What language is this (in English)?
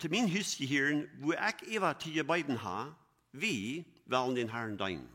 Plautdietsch